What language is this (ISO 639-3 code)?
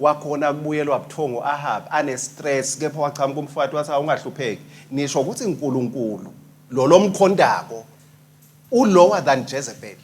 ssw